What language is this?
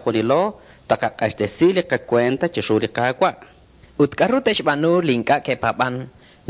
Kekchí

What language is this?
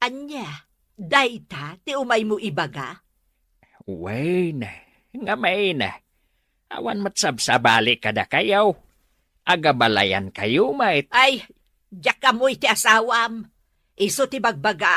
Iloko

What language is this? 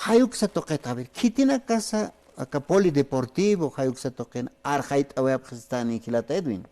Aymara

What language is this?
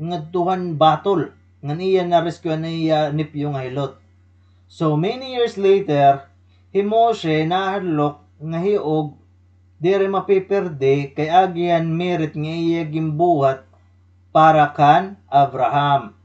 Waray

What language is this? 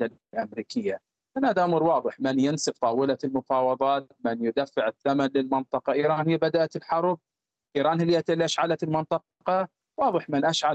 Arabic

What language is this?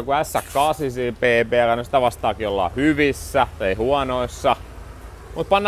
Finnish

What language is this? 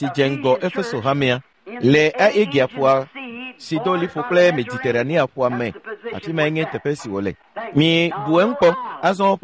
Ewe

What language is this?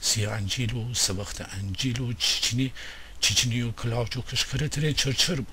Gilaki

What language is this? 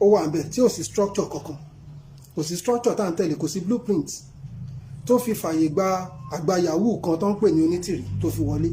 Yoruba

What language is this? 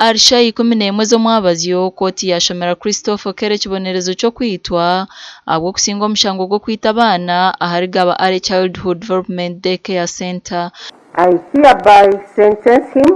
Nyankole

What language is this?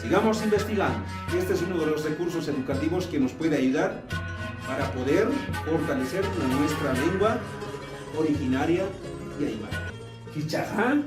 Aymara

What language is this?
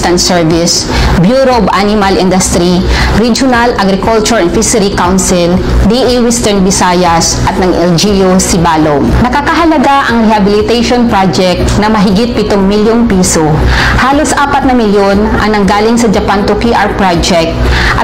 Filipino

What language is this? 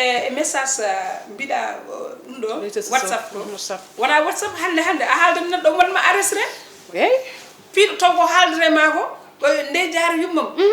Fula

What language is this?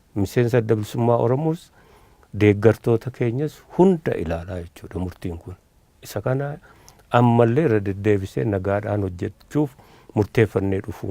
Oromo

